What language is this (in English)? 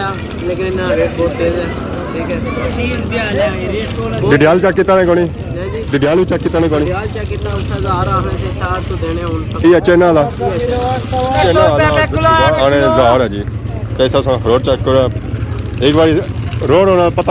Pahari-Potwari